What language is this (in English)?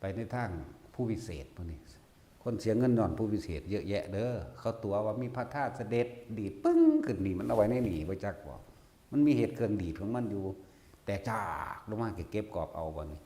Northeastern Thai